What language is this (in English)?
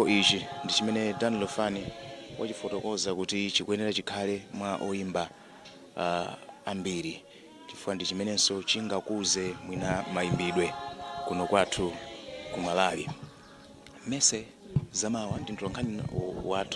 Nyanja